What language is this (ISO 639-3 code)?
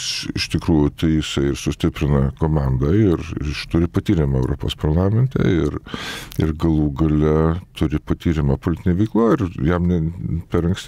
lit